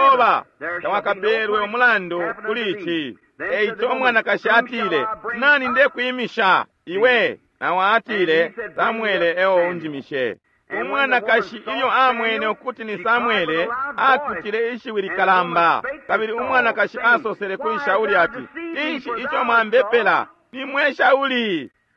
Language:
Bemba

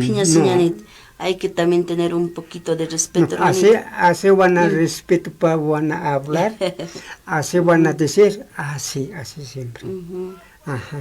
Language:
Aymara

